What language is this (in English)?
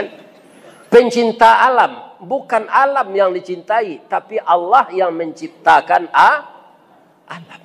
Minangkabau